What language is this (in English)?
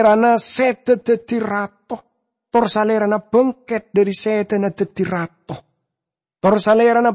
Madurese